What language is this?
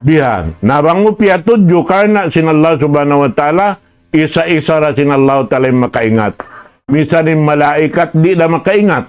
Tausug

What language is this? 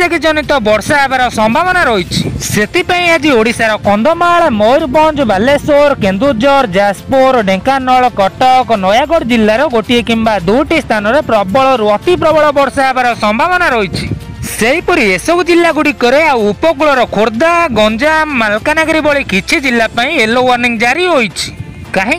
Odia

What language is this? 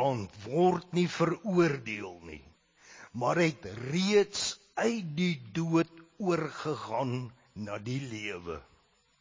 Afrikaans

